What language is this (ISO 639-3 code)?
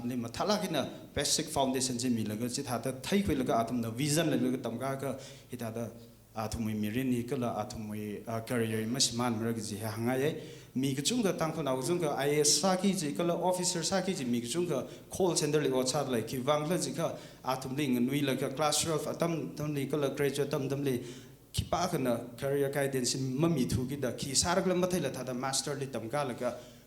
nmf